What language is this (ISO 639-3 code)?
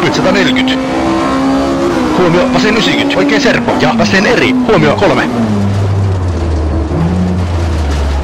fin